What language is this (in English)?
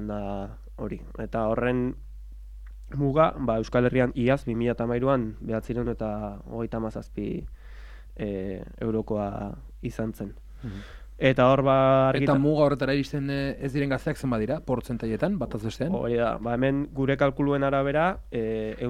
Basque